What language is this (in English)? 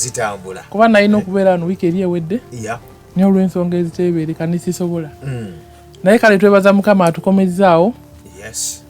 Ganda